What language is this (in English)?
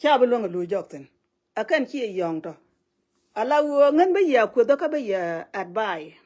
Nuer